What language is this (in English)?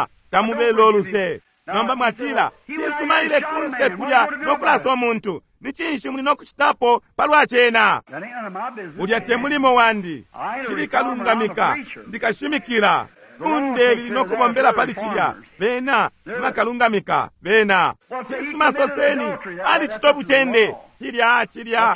Bemba